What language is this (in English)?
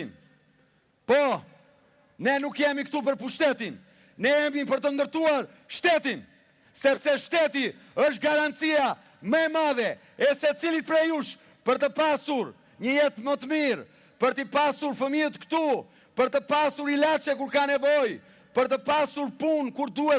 Albanian